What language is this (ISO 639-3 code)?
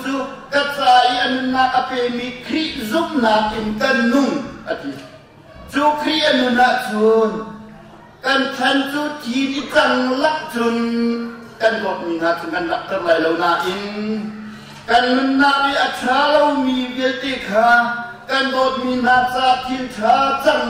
cnh